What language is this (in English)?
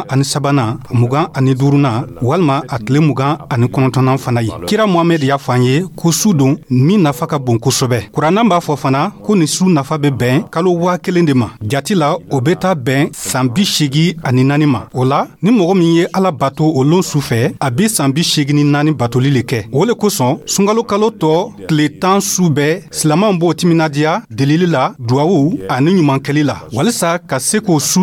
Dyula